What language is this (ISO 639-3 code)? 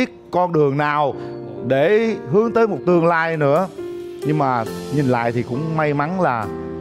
vie